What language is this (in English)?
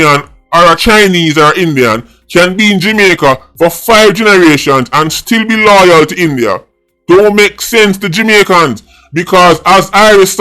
Jamaican Creole English